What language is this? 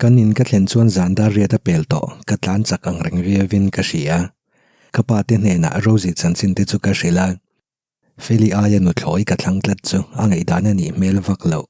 Mizo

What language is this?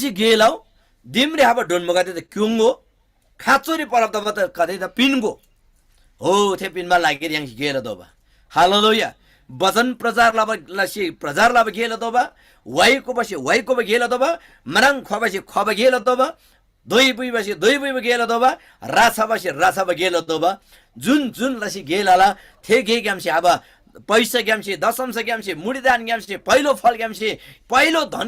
Eastern Tamang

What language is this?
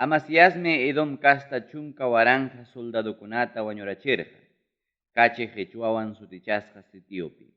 Ayacucho Quechua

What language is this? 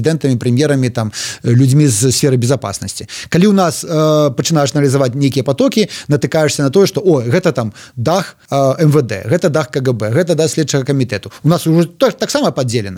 Belarusian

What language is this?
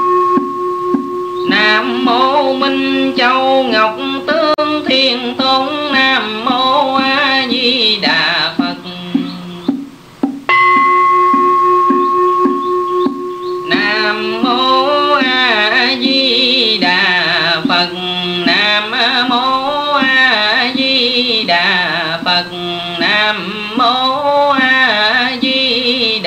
Vietnamese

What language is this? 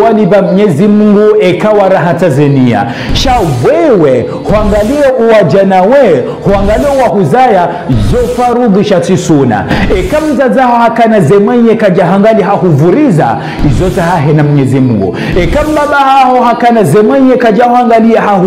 Ngazidja Comorian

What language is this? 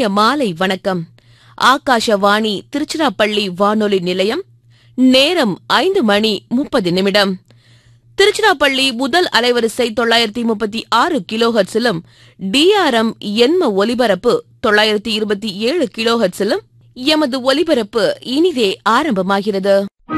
Tamil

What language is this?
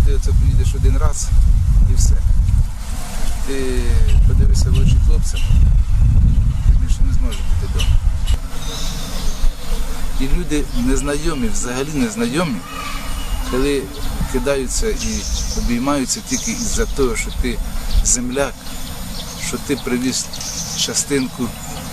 Ukrainian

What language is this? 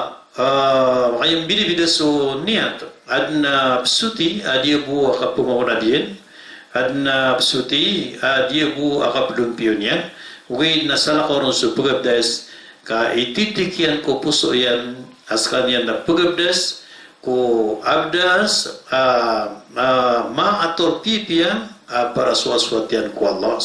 Maranao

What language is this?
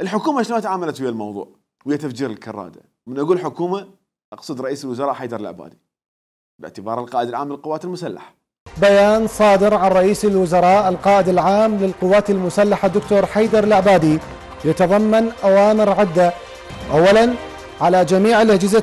Mesopotamian Arabic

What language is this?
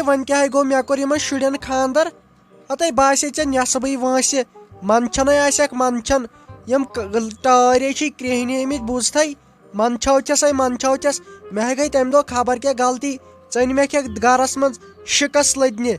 Kashmiri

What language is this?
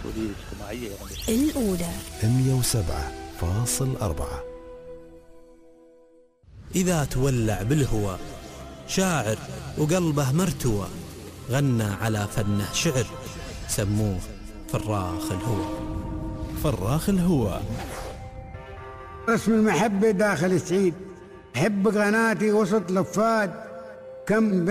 Gulf Arabic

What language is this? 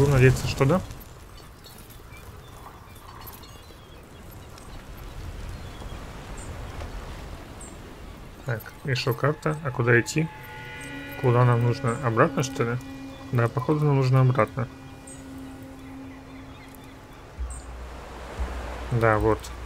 Russian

